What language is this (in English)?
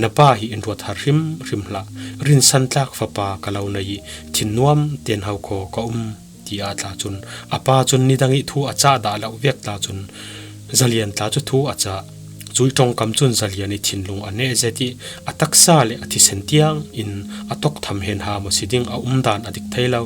Falam Chin